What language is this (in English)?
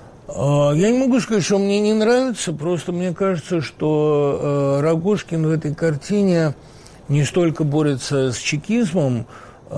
Russian